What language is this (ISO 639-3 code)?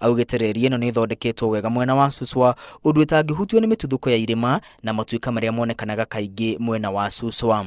kik